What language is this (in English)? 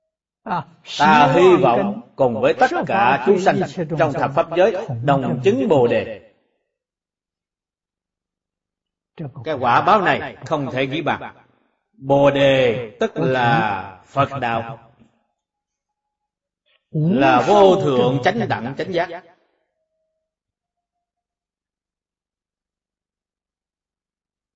Vietnamese